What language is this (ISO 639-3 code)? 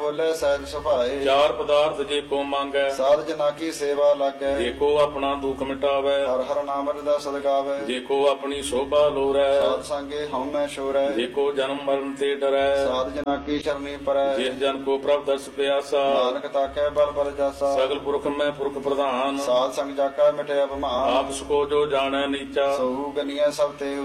pan